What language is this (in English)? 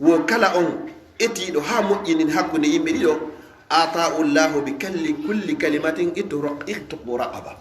Fula